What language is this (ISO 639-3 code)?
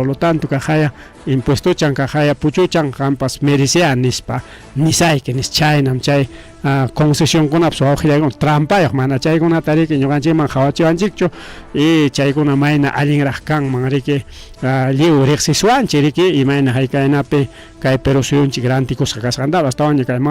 quy